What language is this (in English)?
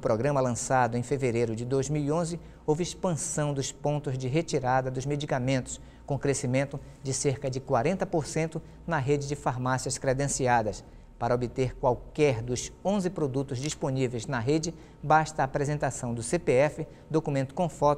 Portuguese